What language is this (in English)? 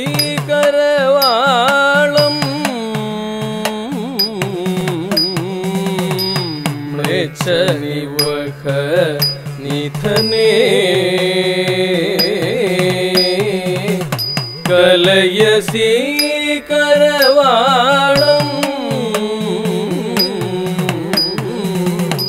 Malayalam